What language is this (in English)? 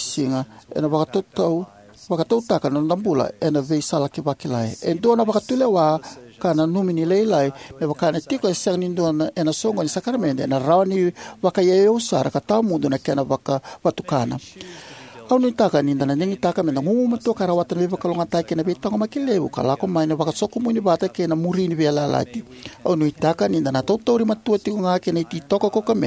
Fijian